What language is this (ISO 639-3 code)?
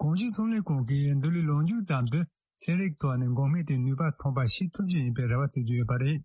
bod